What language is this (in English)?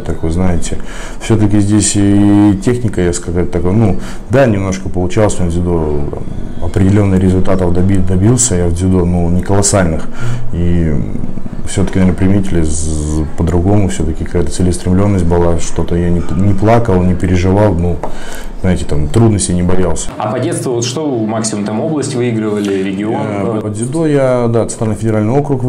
Russian